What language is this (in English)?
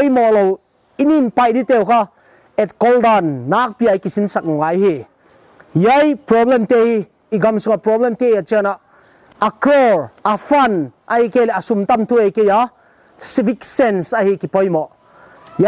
Paite Chin